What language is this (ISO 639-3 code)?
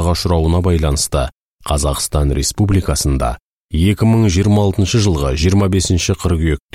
kaz